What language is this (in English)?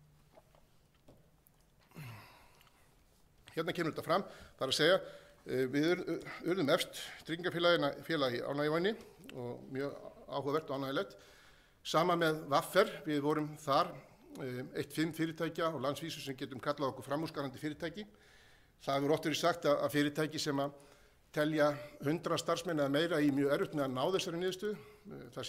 Icelandic